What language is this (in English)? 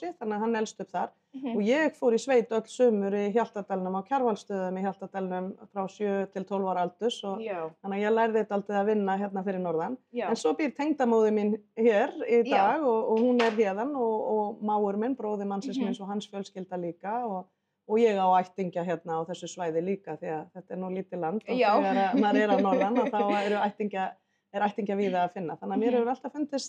Icelandic